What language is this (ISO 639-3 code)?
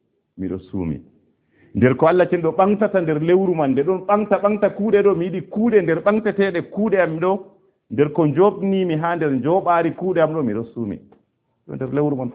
ful